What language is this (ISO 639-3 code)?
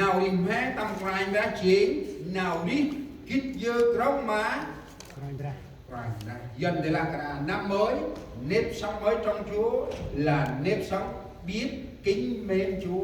cmo